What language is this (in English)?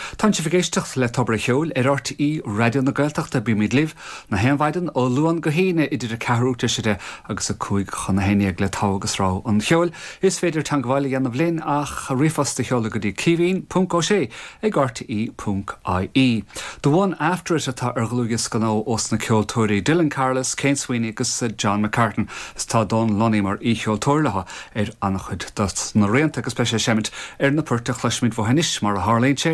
Irish